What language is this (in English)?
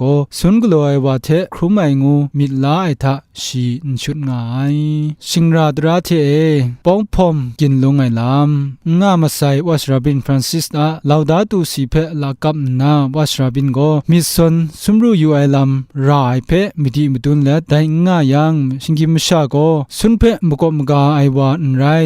Kachin